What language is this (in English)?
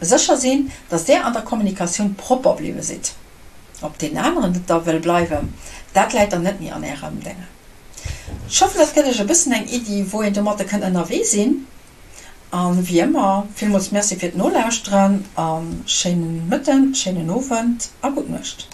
Luxembourgish